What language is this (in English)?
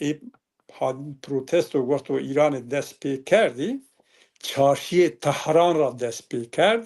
Zaza